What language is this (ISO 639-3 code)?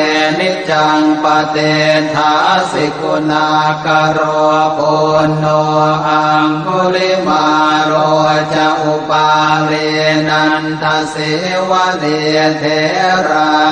pli